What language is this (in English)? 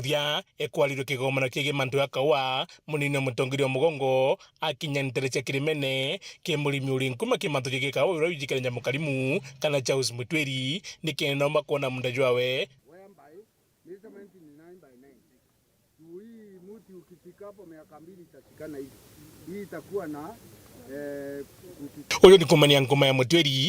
Meru